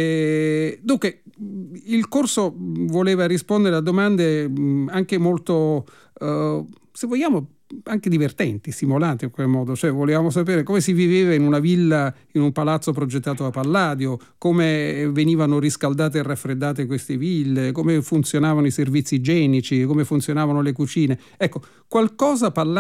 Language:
Italian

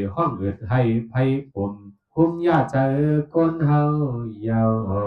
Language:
Shan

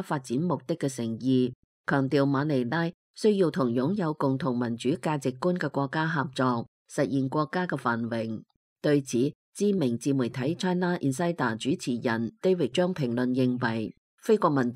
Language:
Cantonese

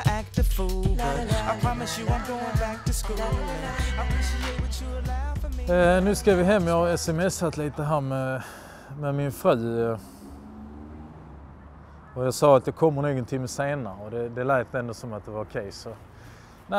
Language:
Swedish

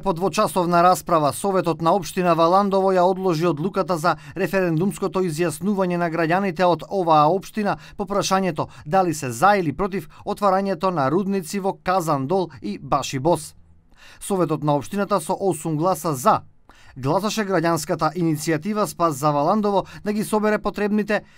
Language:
Macedonian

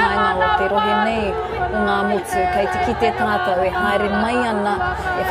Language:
Māori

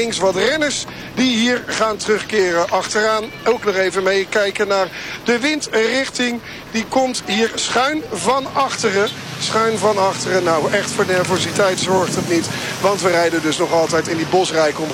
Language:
Dutch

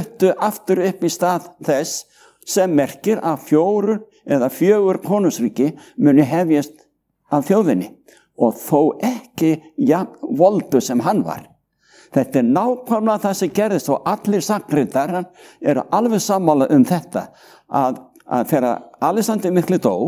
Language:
Icelandic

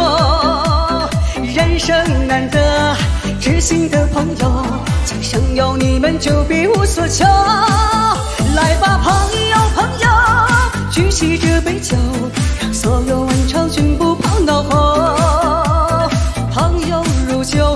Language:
Chinese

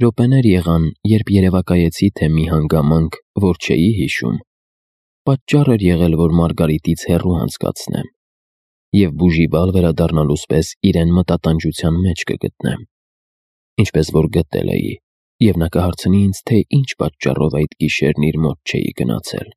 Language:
Armenian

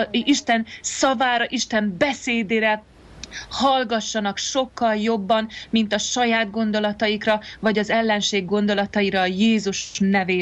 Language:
Hungarian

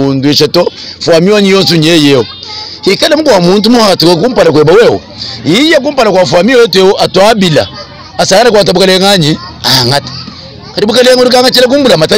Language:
Luba-Lulua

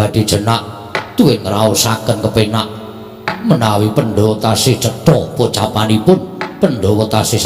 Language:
Javanese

